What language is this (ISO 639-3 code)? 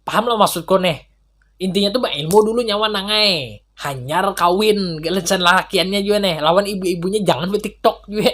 bjn